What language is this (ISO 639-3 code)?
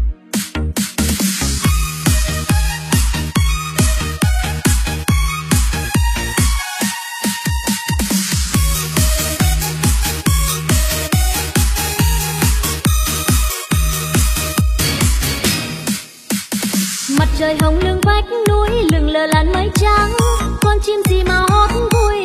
vie